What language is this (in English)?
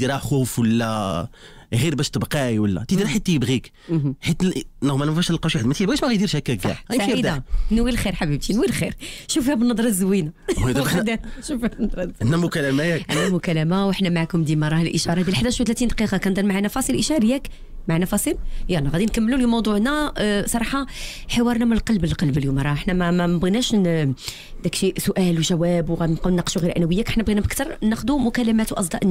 Moroccan Arabic